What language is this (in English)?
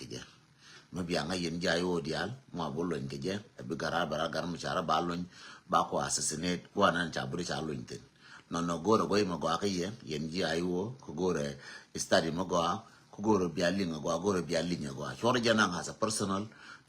Nuer